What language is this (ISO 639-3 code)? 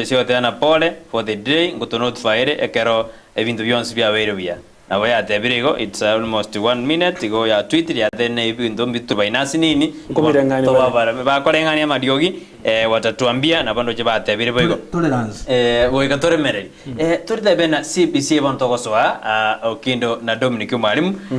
guz